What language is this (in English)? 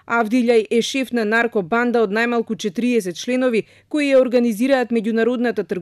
Macedonian